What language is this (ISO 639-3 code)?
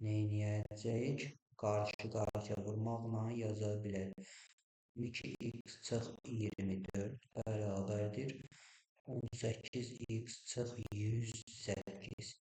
aze